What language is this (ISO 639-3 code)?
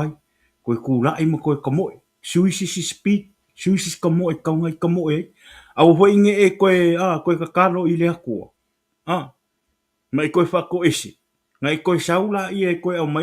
smo